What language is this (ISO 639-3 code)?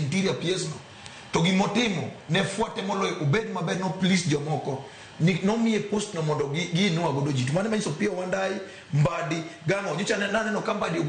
luo